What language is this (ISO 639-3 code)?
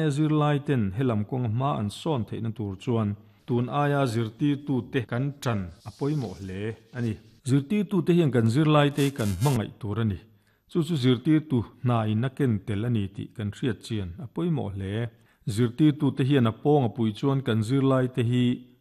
lus